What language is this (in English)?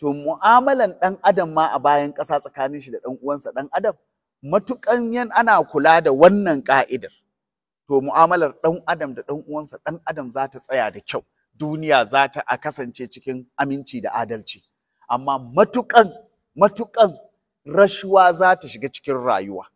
Hausa